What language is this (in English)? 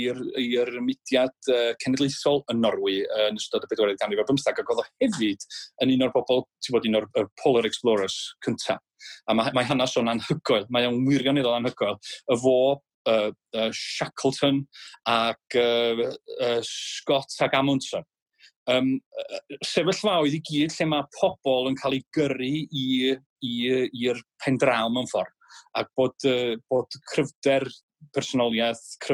Welsh